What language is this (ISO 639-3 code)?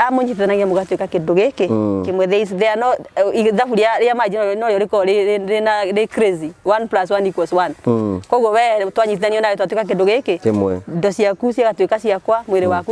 kik